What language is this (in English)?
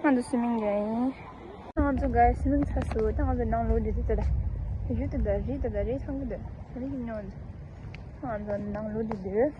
Tibetan